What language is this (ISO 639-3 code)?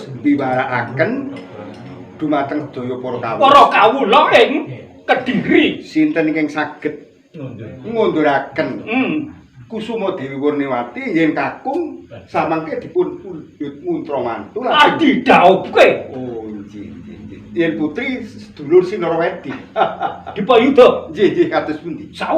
jav